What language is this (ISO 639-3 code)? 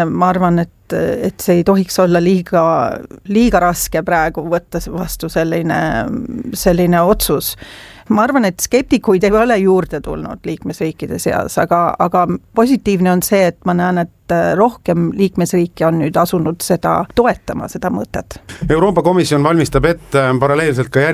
est